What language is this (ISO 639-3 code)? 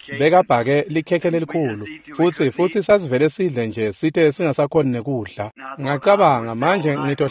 ssw